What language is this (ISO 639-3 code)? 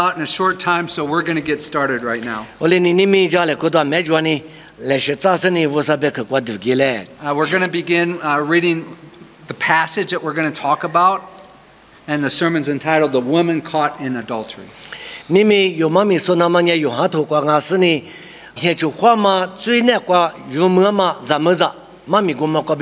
lis